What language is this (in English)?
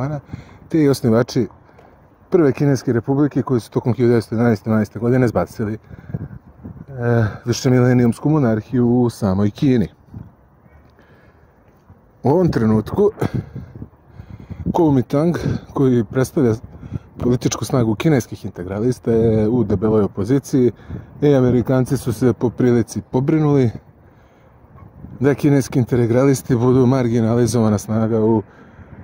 Serbian